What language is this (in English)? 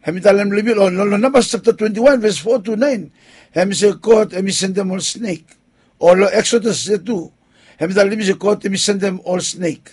Bislama